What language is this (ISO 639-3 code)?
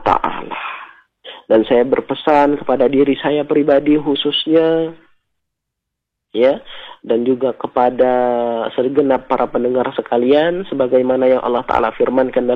ind